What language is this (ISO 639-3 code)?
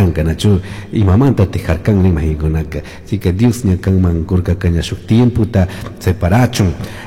qug